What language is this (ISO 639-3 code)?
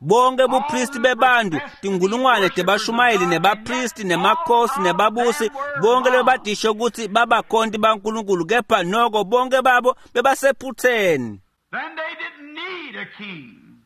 ssw